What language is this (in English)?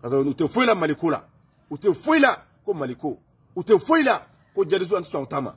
Bambara